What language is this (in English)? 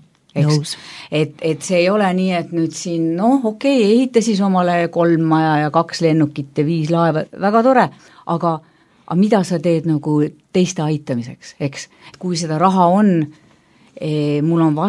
Estonian